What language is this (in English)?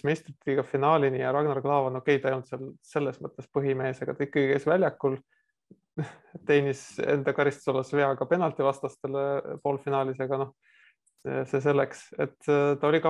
Estonian